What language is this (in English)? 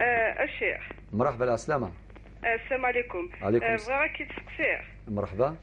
Algerian Arabic